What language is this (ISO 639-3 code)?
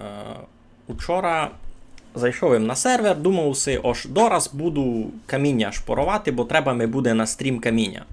rue